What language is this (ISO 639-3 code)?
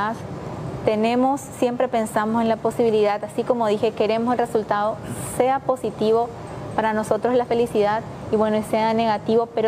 spa